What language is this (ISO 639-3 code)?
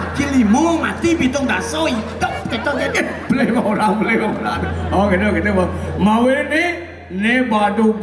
ban